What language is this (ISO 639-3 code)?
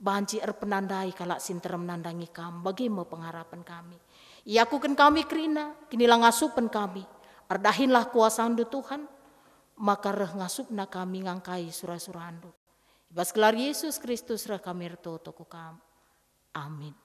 btx